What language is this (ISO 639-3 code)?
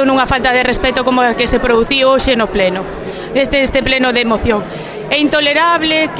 glg